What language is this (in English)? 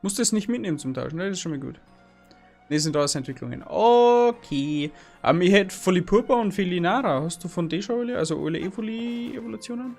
Bavarian